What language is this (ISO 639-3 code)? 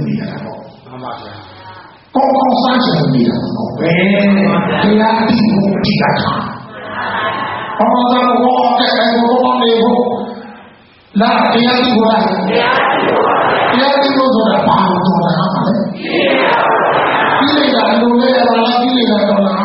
mya